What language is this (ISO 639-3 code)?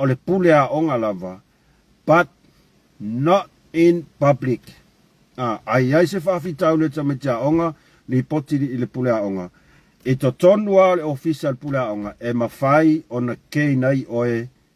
smo